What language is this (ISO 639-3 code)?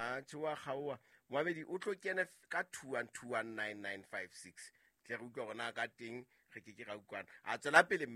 sot